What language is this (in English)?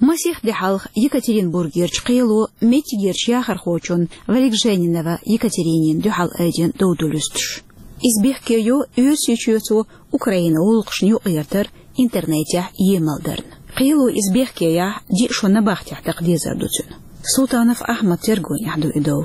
Chechen